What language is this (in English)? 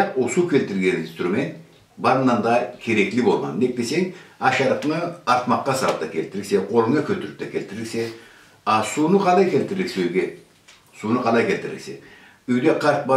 Karachay-Balkar